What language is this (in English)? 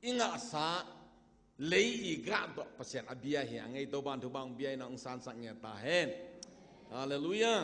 Tedim Chin